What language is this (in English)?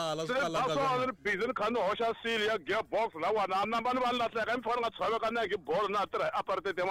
Tsonga